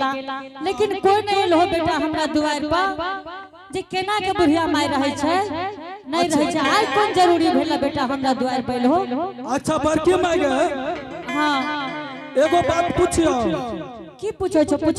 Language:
Angika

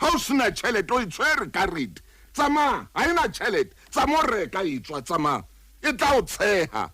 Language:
Southern Sotho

